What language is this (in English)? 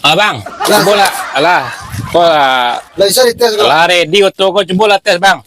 Minangkabau